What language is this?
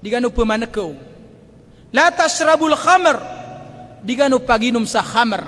Maranao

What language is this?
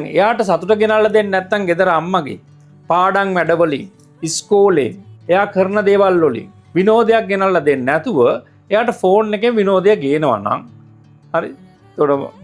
Sinhala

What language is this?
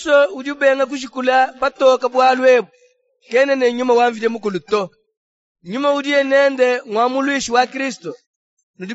Luba-Lulua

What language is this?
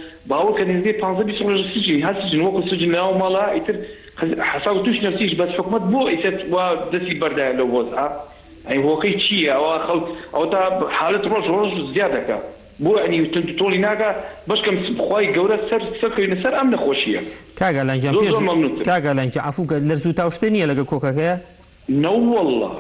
Central Kurdish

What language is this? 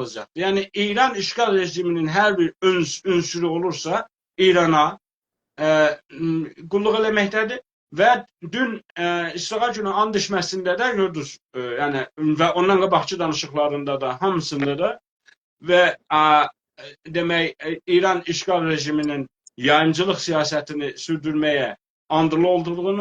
South Azerbaijani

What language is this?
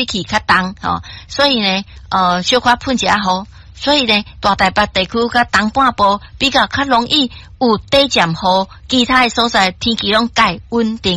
Min Nan Chinese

